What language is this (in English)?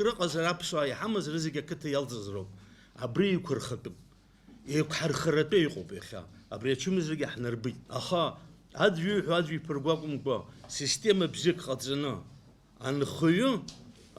Abkhazian